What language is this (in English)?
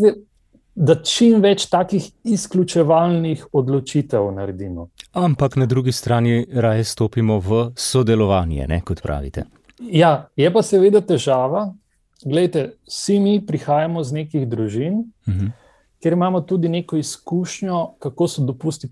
Slovenian